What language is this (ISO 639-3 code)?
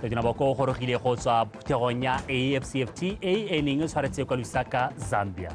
tsn